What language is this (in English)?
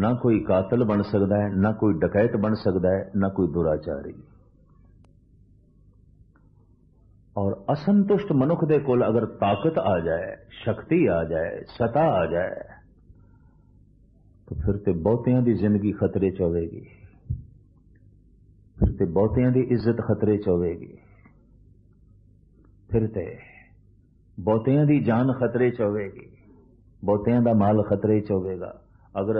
Punjabi